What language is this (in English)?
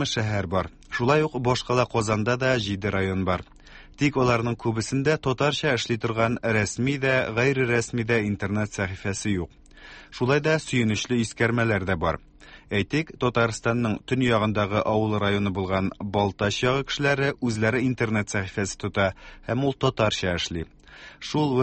Tatar